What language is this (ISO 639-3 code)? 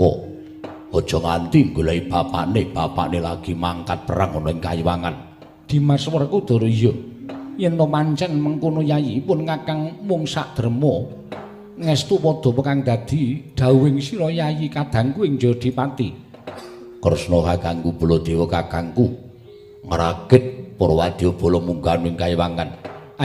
jav